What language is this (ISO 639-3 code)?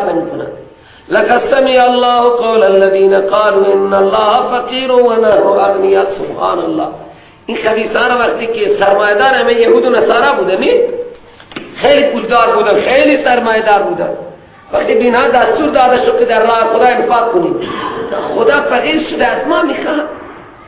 fas